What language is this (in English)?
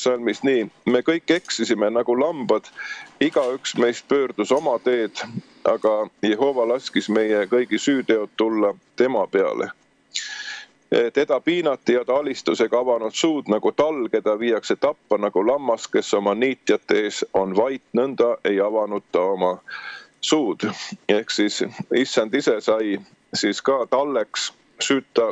Estonian